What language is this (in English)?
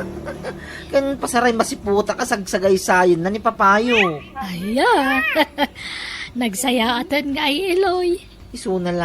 Iloko